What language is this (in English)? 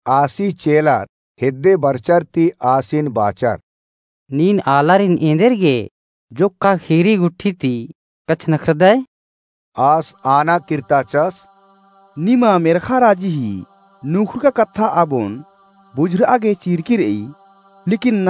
Kurukh